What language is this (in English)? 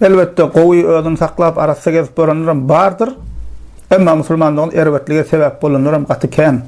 Turkmen